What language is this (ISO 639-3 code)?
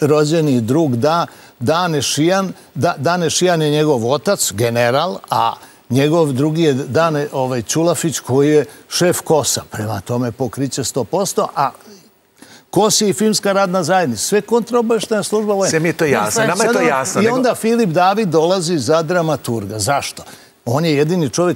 srp